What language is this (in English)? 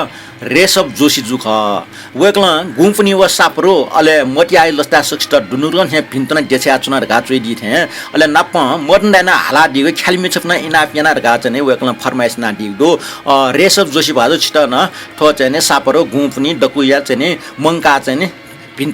Newari